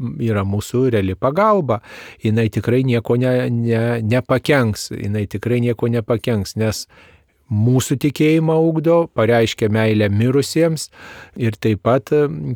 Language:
Lithuanian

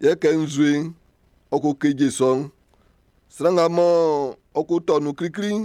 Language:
Baoulé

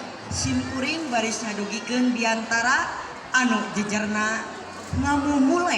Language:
Sundanese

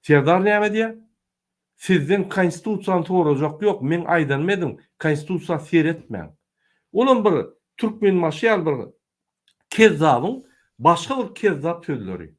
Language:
Turkmen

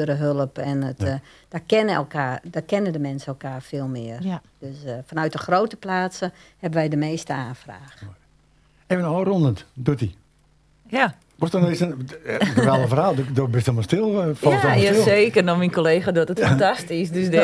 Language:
Western Frisian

